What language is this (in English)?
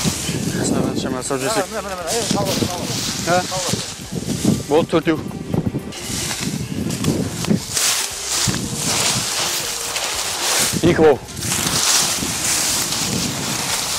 Kazakh